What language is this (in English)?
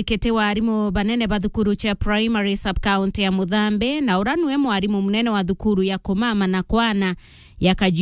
Meru